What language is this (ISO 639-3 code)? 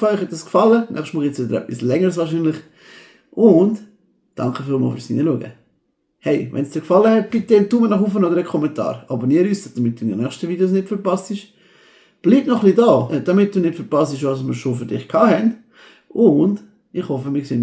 gsw